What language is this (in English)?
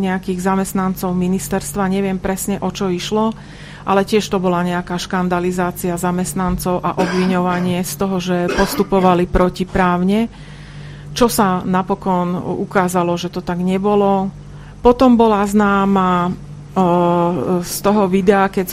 Slovak